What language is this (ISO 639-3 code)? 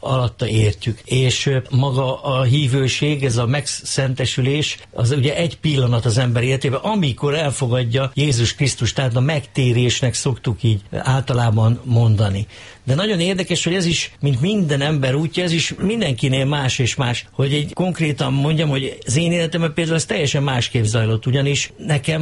hun